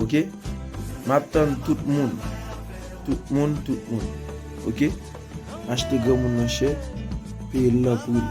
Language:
Haitian Creole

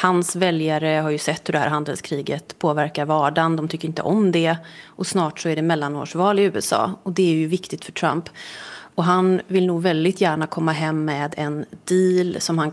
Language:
Swedish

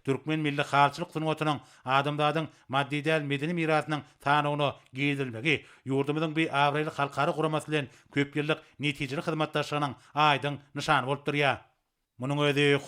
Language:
Turkmen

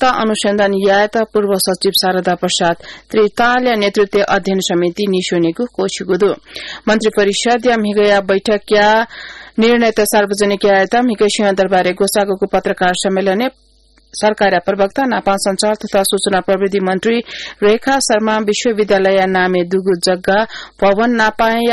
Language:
Newari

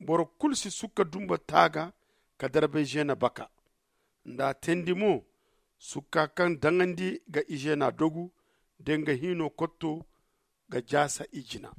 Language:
Zarma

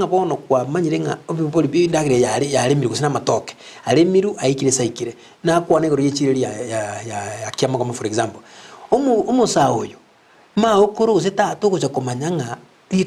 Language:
Gusii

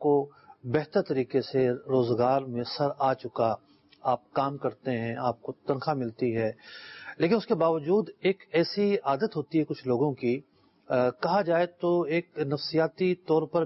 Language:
Urdu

